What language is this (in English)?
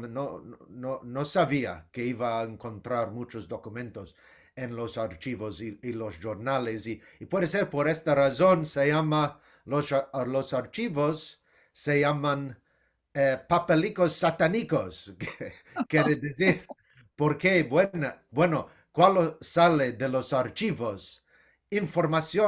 Ladino